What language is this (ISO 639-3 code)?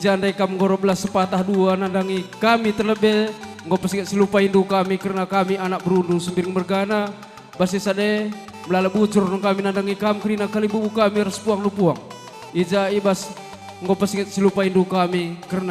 btx